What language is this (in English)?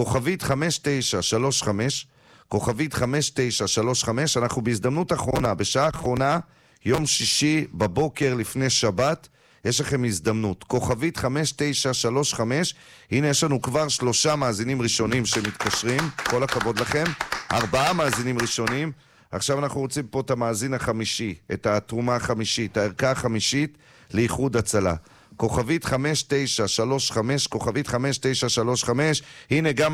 Hebrew